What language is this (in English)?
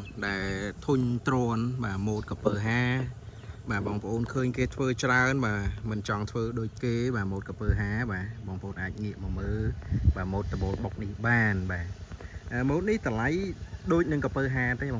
Khmer